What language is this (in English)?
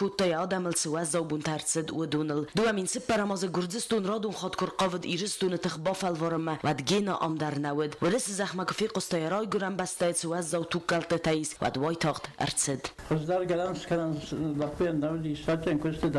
Ossetic